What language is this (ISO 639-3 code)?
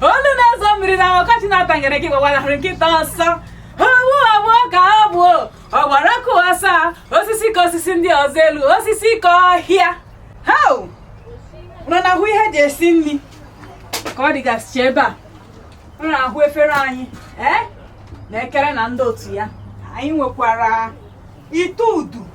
ibo